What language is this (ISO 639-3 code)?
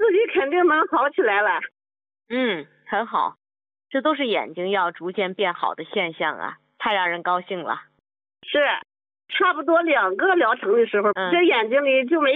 zho